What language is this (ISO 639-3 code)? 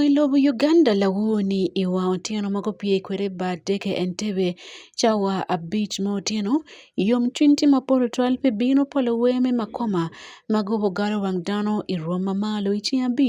ach